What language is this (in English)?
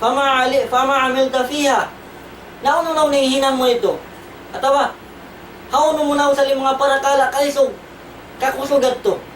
Tausug